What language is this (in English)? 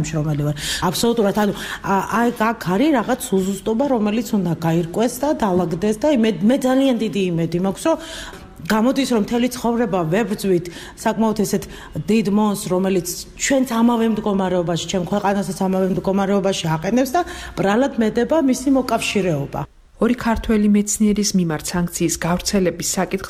Georgian